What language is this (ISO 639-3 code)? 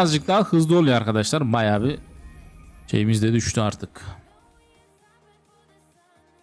tur